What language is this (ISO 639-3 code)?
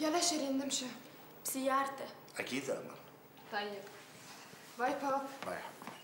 apc